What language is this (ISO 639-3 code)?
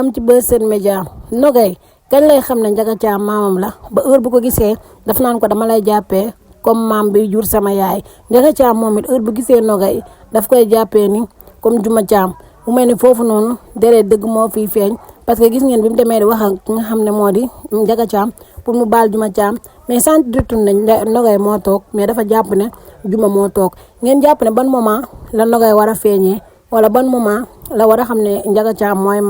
wol